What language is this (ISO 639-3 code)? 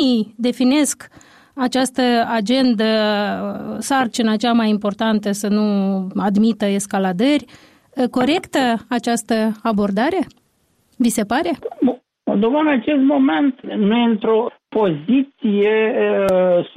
ron